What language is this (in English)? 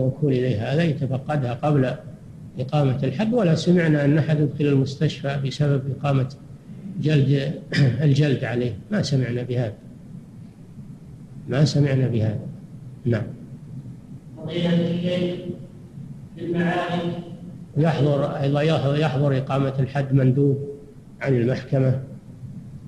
Arabic